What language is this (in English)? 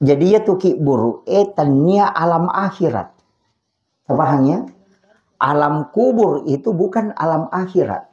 Buginese